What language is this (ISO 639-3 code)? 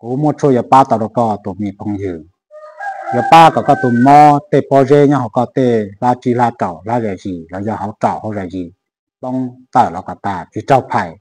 hmn